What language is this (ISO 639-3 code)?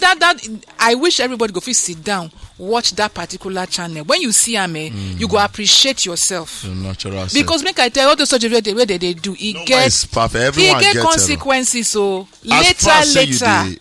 pcm